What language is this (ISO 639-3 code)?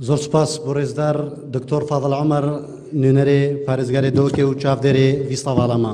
kur